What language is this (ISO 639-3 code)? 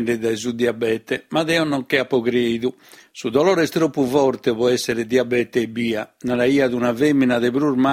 srd